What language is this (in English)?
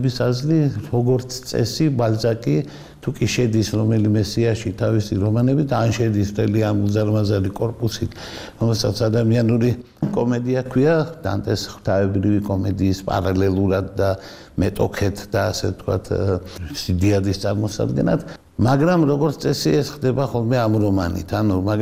Georgian